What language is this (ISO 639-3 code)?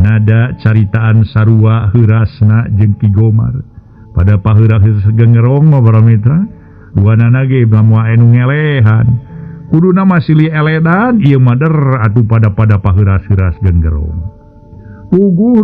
sun